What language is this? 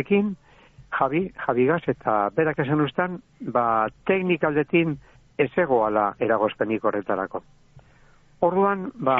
Basque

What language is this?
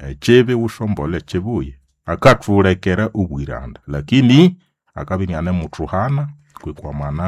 Nande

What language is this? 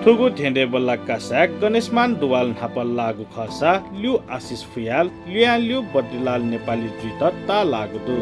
Newari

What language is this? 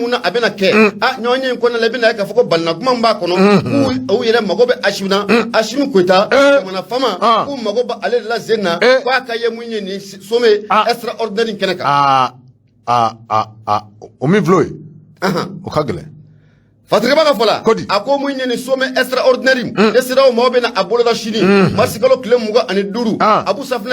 Bambara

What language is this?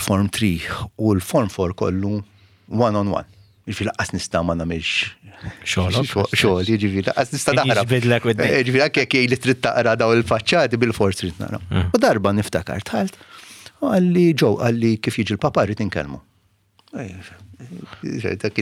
Maltese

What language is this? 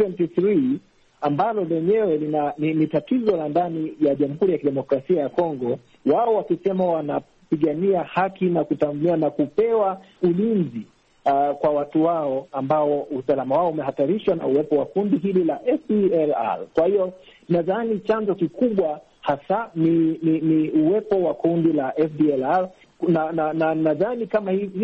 Swahili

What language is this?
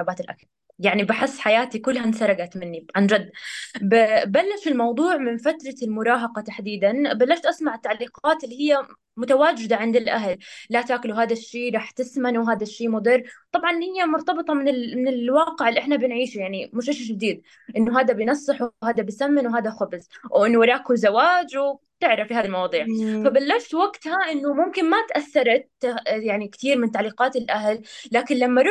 North Levantine Arabic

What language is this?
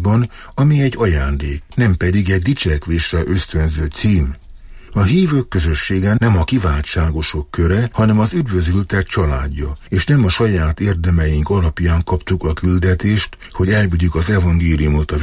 Hungarian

